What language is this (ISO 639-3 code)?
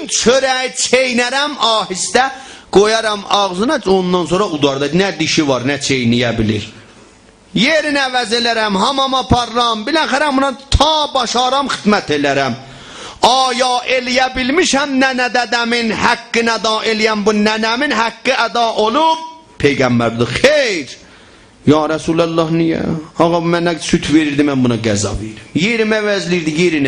azb